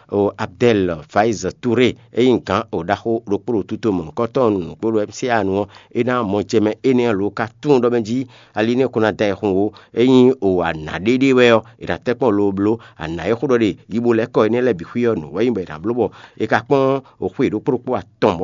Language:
Fon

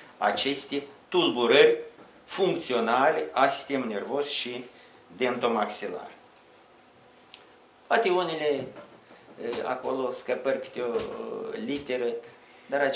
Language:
Romanian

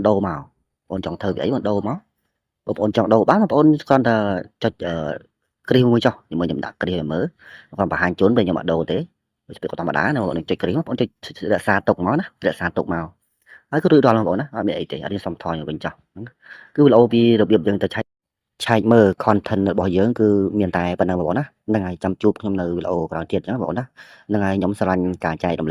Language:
Khmer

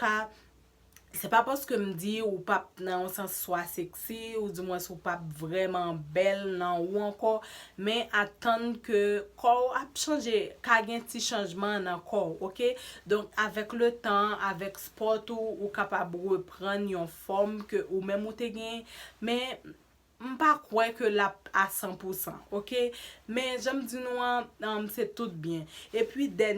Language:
Haitian Creole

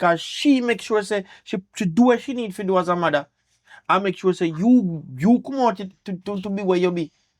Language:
Jamaican Creole English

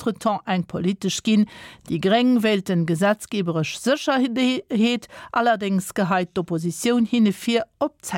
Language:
Luxembourgish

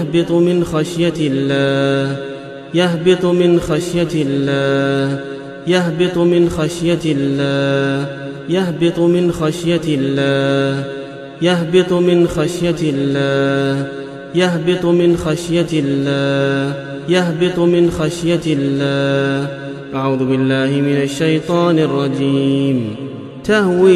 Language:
Arabic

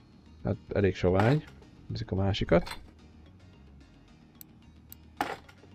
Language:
Hungarian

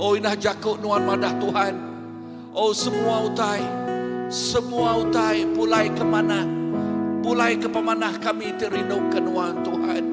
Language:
Iban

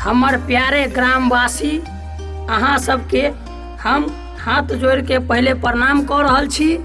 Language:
Maithili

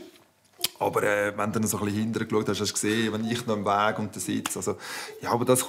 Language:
Swiss German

